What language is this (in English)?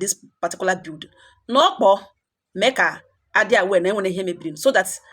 Igbo